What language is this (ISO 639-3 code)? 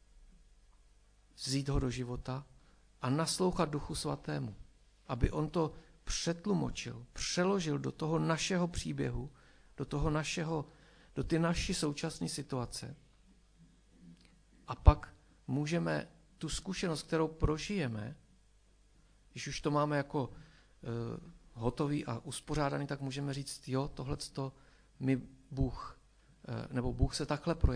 ces